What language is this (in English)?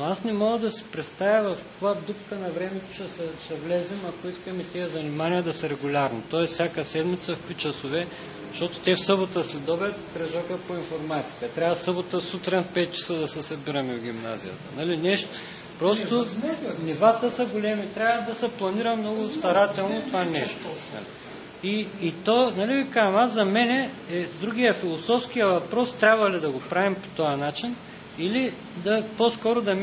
Bulgarian